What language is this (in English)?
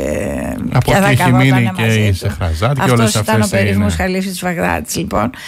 Greek